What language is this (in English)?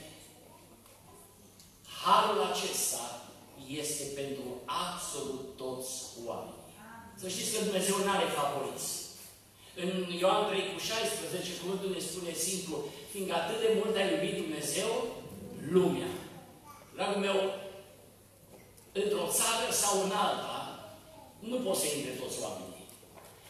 Romanian